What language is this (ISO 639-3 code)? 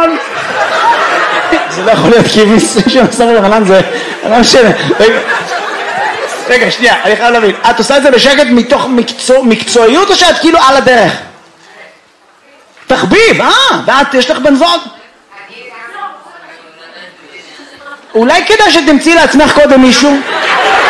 heb